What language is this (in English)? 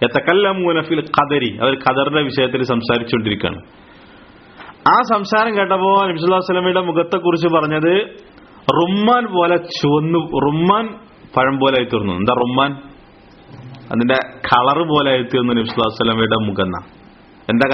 Malayalam